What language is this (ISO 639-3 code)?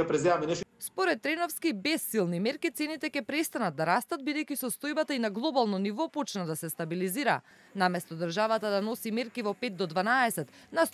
mkd